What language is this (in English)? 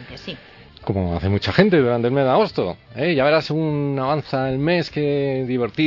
Spanish